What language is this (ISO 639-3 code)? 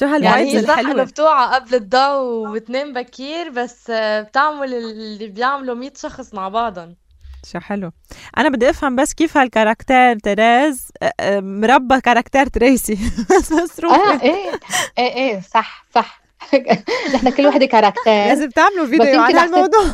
apc